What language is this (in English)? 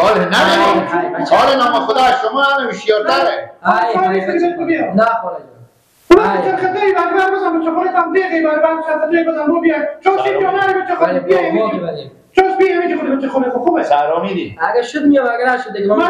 Persian